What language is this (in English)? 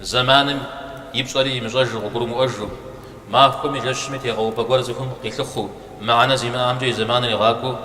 Kabardian